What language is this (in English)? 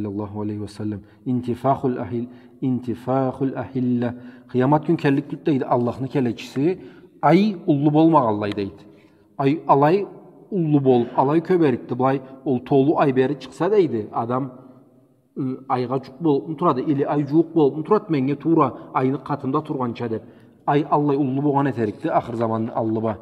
Karachay-Balkar